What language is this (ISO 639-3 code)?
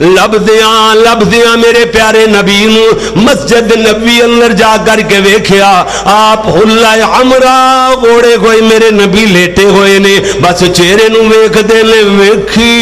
lah